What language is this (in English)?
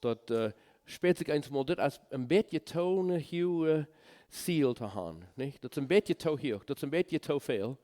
Plautdietsch